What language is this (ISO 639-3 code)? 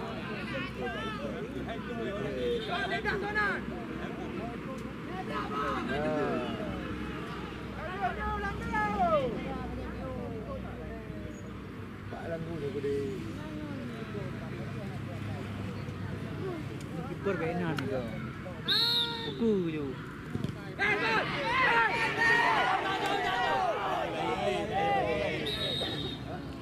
msa